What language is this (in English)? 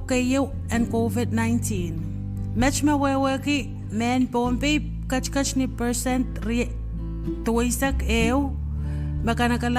Pohnpeian